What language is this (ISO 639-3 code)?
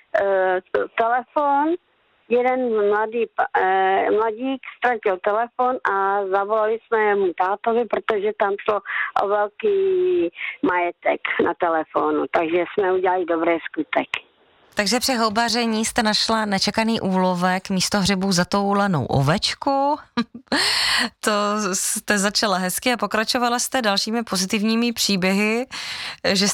ces